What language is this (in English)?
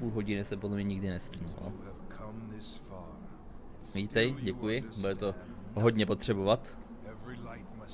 Czech